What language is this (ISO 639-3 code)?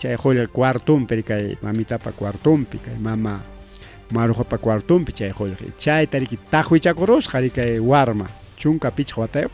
quy